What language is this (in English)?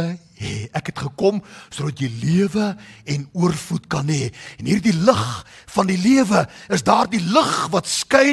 Afrikaans